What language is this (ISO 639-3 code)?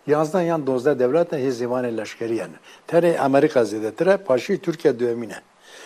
kur